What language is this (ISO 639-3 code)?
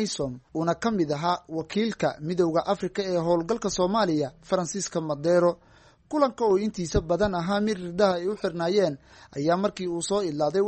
som